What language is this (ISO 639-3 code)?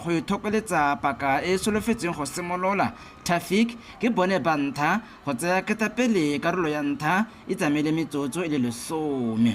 tsn